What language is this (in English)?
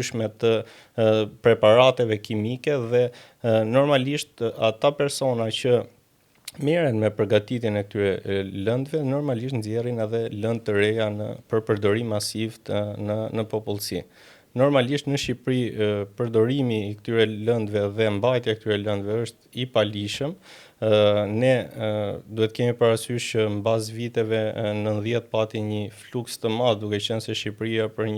Albanian